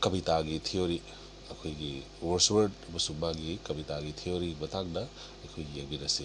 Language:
Manipuri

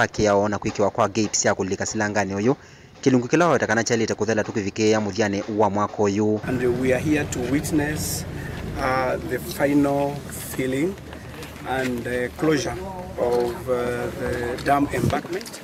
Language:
Kamba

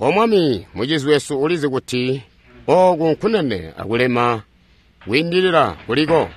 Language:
Tonga (Zambia)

